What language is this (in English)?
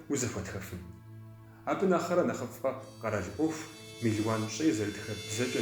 Kabardian